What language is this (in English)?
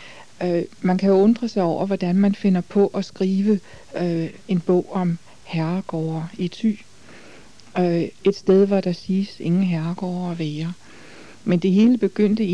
Danish